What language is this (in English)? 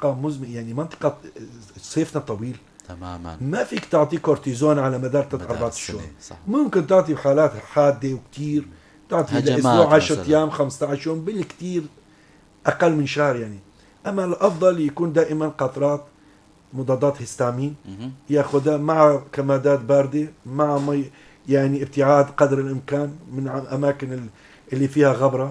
North Levantine Arabic